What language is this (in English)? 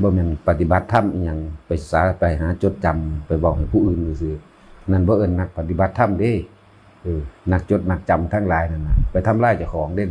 Northeastern Thai